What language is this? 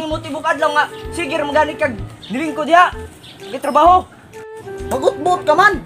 Cebuano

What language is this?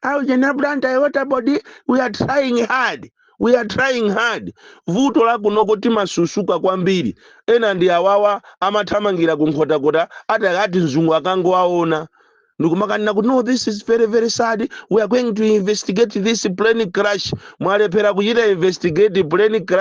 Nyanja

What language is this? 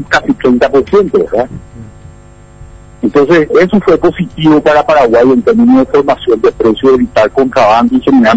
Spanish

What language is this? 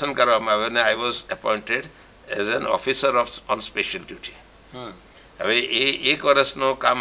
Gujarati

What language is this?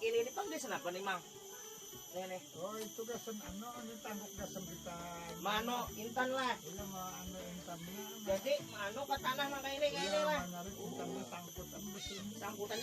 Banjar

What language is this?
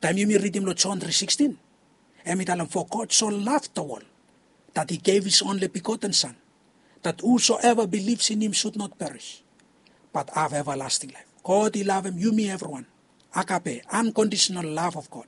Bislama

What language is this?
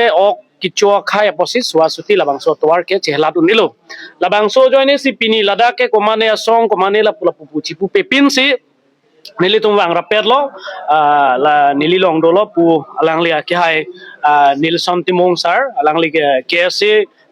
Karbi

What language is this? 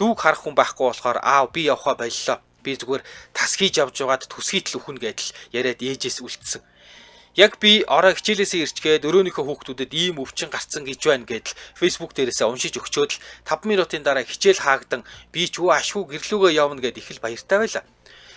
Mongolian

